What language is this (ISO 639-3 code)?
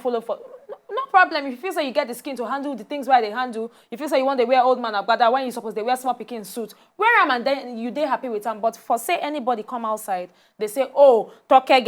pcm